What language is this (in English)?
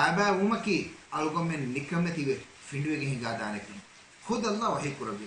Divehi